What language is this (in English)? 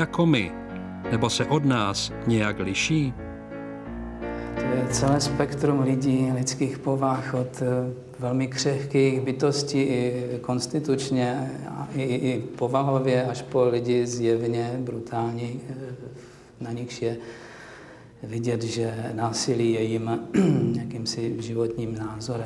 Czech